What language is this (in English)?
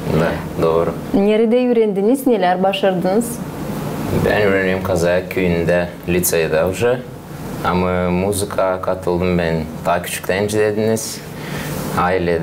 Gagauz